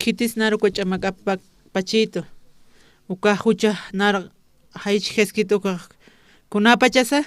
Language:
Aymara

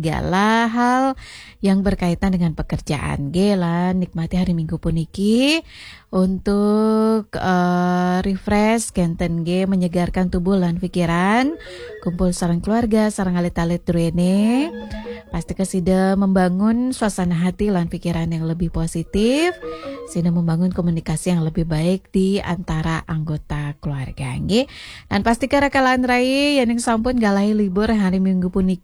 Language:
Balinese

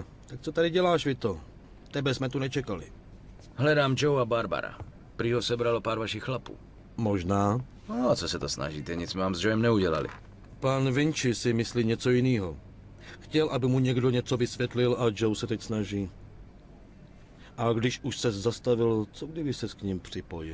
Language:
Czech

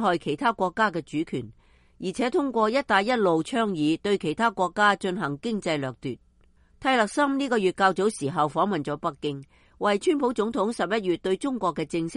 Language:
Cantonese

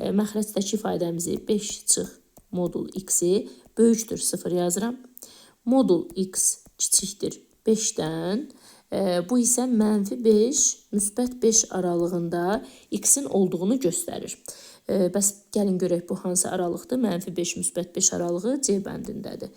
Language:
Azerbaijani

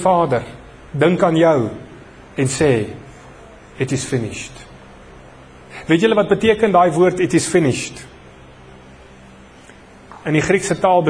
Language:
Afrikaans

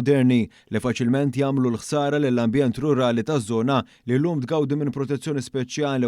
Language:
Maltese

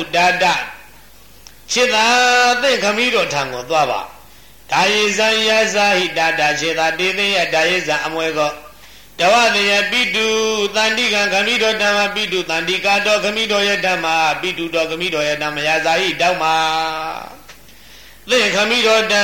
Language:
Burmese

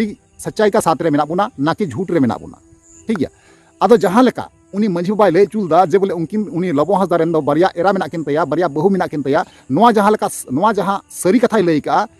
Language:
Santali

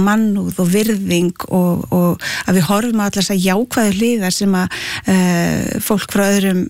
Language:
Icelandic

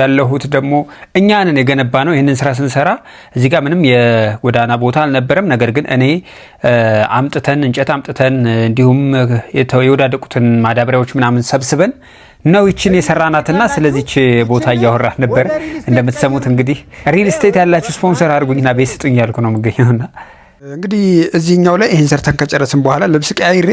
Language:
Amharic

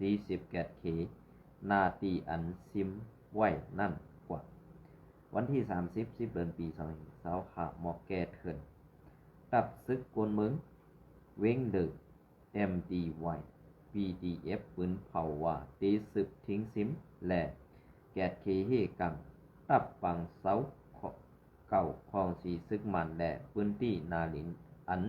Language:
Shan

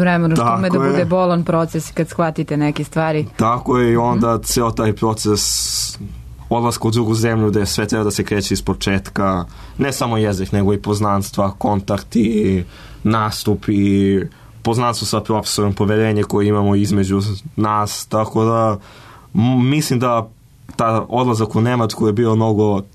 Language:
Serbian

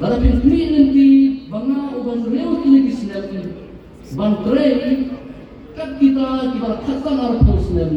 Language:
Khasi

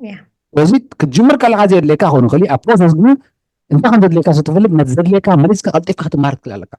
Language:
Tigrinya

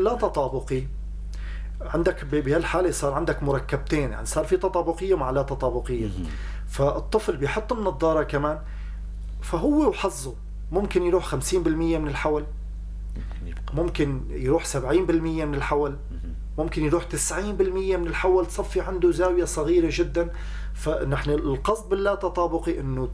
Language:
North Levantine Arabic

